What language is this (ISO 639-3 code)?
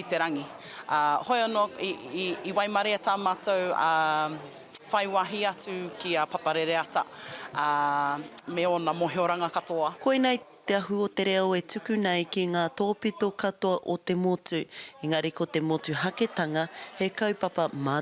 mri